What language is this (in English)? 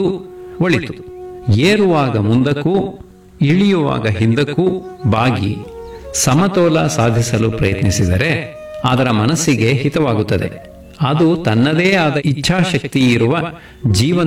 Kannada